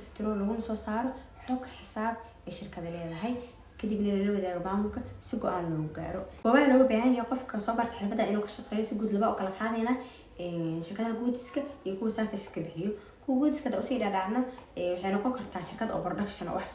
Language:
Somali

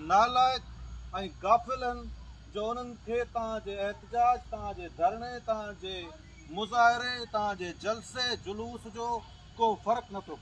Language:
Sindhi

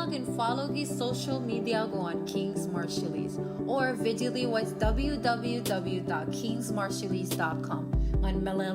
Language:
Marshallese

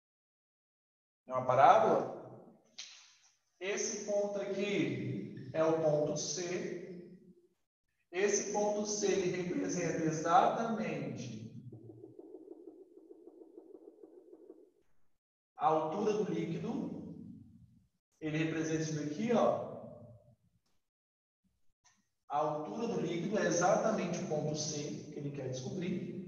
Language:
Portuguese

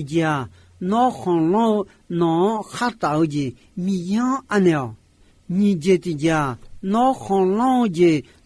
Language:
Akha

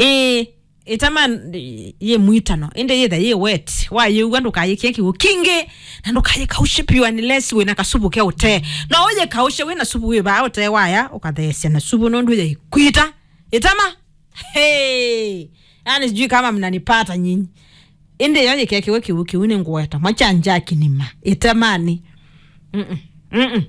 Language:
Kamba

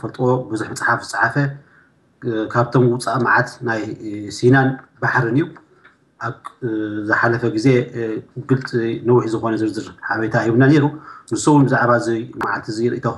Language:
Tigrinya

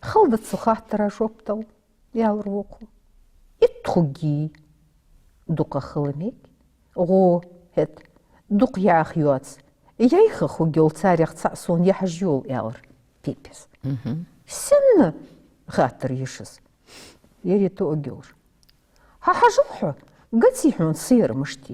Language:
Ingush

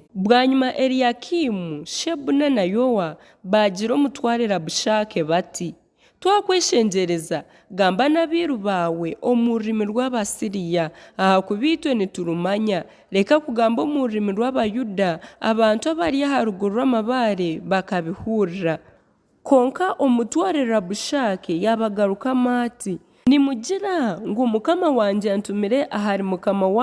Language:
Nyankole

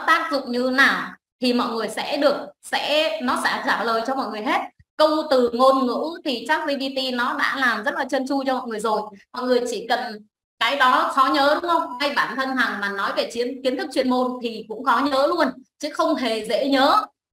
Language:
Vietnamese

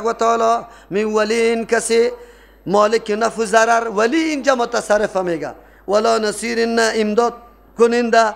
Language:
Persian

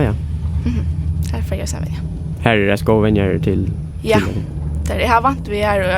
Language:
Faroese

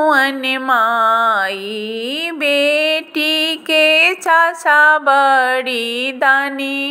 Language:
Bhojpuri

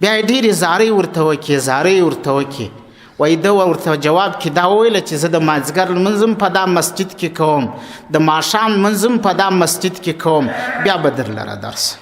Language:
Pashto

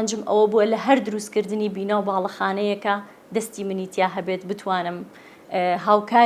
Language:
Central Kurdish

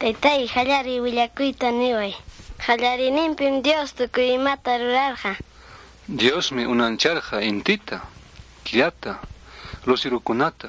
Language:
Ayacucho Quechua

